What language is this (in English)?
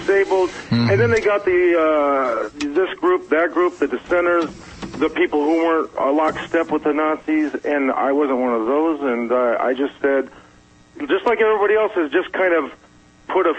English